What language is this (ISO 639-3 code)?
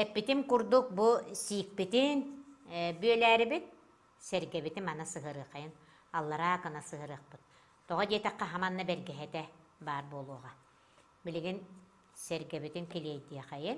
sah